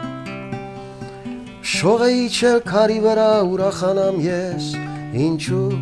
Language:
Russian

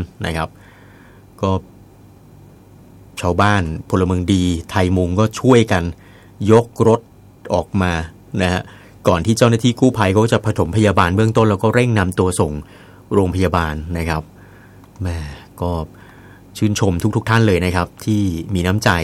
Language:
Thai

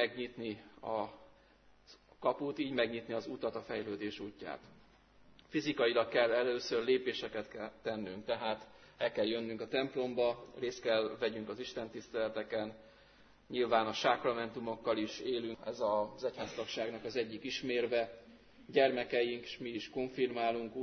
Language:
Hungarian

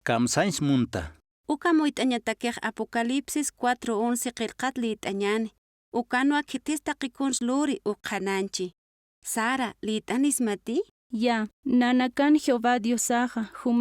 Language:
Aymara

